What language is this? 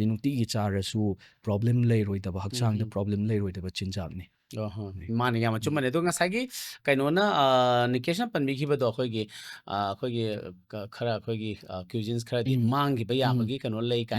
Manipuri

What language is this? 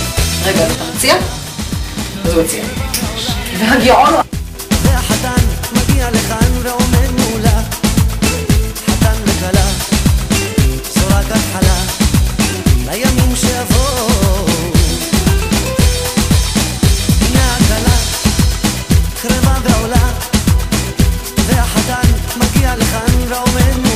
Hebrew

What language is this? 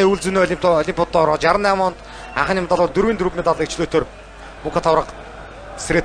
Mongolian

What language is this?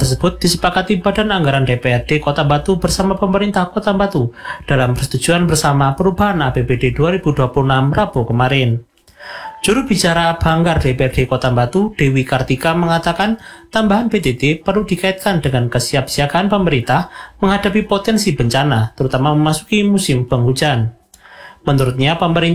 Indonesian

